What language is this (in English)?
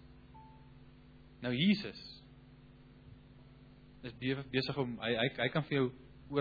Afrikaans